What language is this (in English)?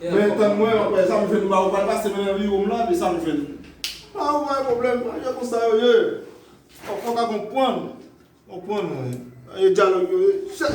Haitian Creole